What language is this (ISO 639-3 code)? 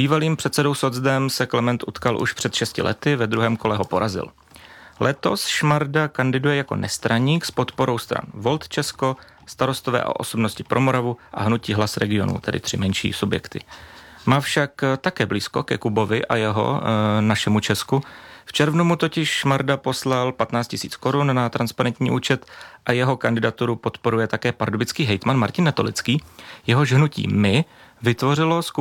ces